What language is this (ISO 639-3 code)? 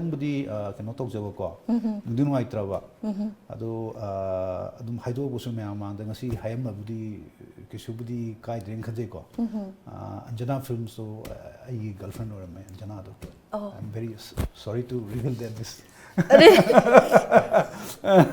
mni